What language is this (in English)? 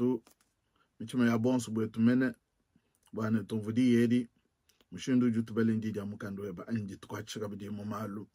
Luba-Lulua